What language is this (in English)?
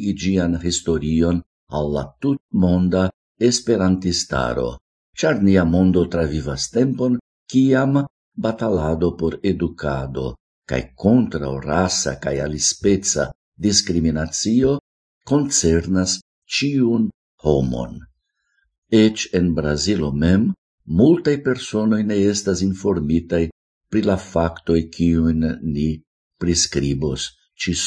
Esperanto